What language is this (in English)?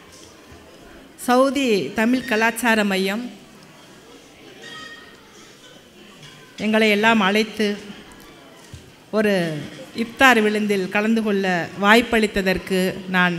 Tamil